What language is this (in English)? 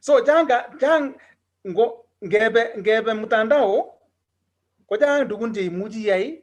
Kalenjin